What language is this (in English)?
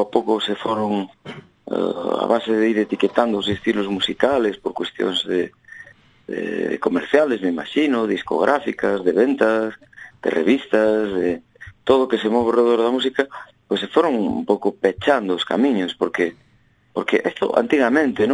Galician